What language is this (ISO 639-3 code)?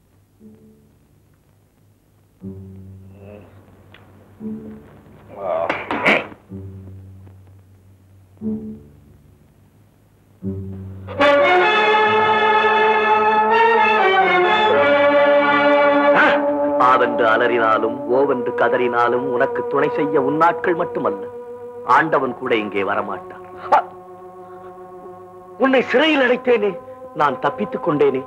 tam